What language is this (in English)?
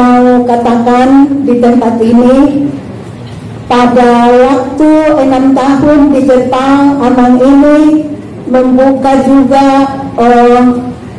Batak Angkola